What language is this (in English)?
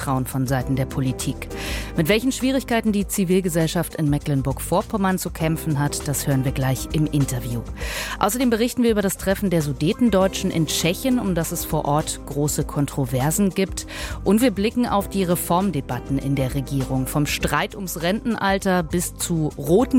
German